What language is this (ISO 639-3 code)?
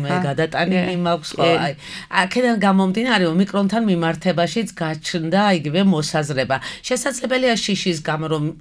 kat